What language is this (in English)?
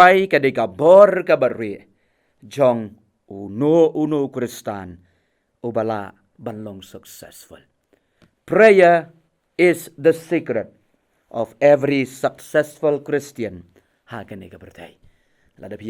Khasi